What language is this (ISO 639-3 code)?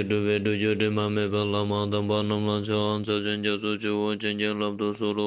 lbj